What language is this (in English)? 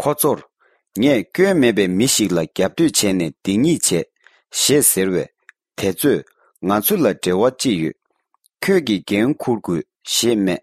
Tibetan